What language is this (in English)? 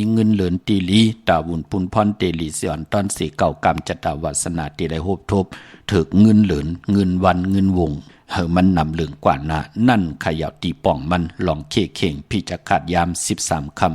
Shan